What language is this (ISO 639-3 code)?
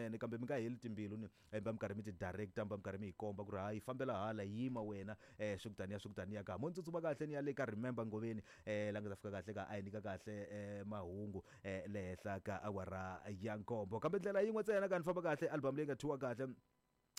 tso